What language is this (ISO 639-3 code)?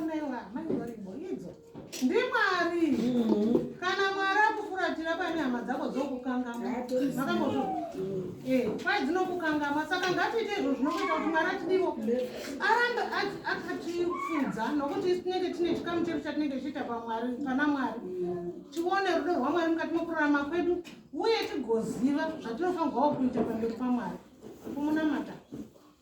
sna